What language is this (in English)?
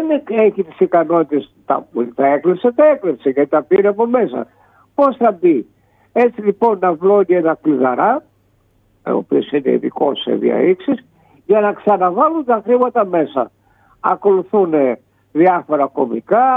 Greek